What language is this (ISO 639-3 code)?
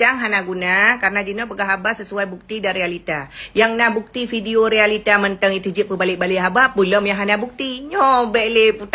ace